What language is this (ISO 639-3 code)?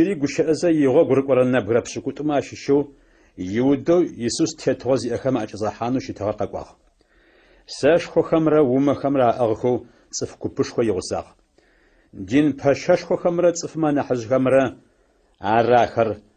ady